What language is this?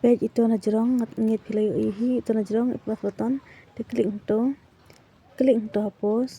Khasi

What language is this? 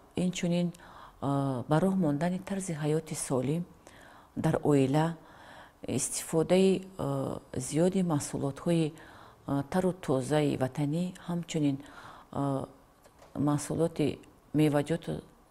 Tajik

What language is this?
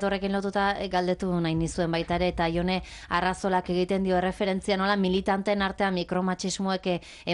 Basque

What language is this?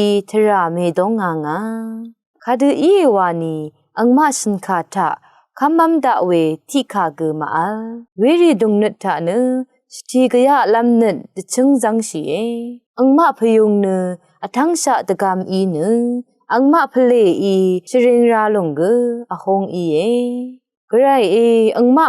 Rawang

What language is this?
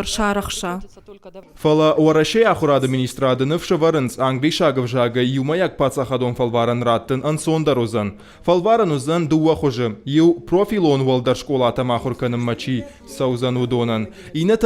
Ossetic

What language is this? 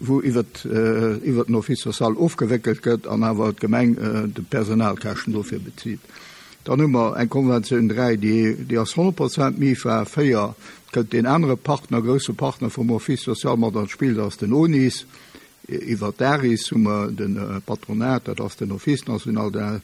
Luxembourgish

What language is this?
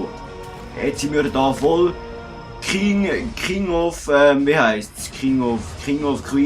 Swiss German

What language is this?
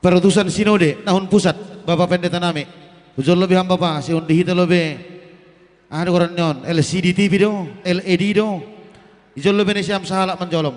Batak Simalungun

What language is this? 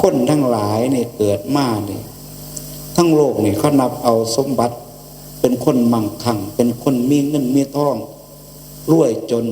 Northeastern Thai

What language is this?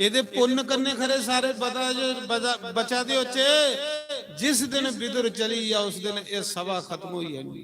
Dogri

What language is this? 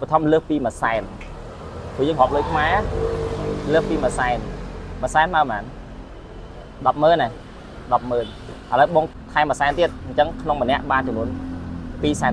Khmer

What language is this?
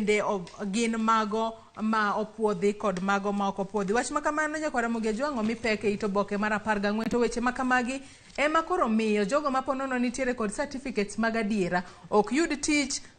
Luo (Kenya and Tanzania)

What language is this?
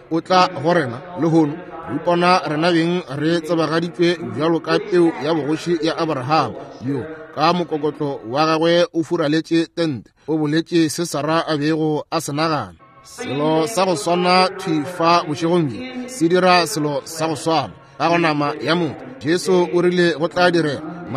Northern Sotho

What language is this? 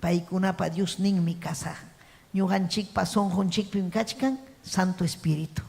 Ayacucho Quechua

